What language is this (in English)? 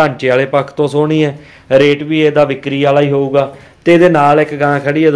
Punjabi